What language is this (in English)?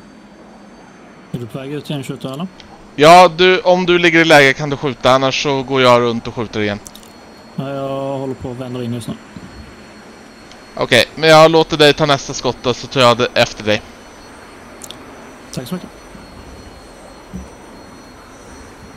Swedish